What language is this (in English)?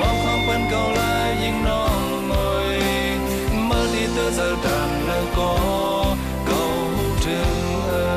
Shan